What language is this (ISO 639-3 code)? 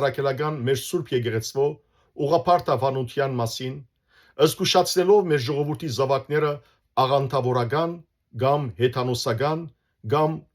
hyw